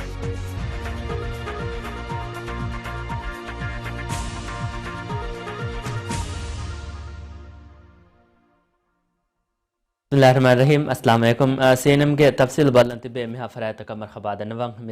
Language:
Divehi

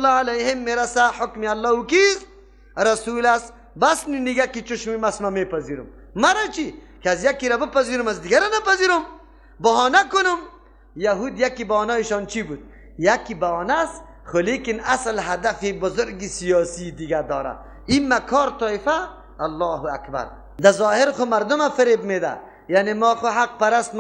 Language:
Persian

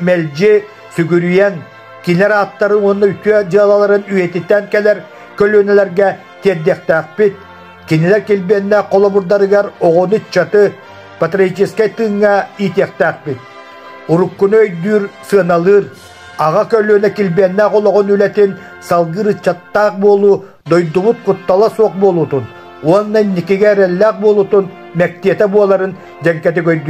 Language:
Yakut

